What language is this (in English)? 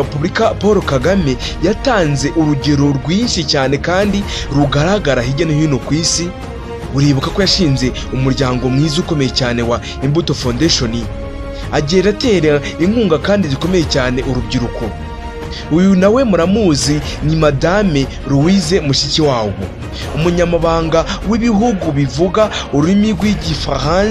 Kinyarwanda